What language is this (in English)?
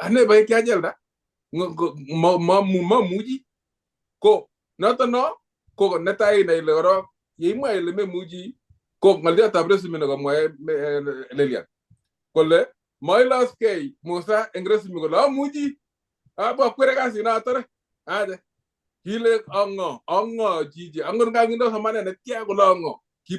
Kalenjin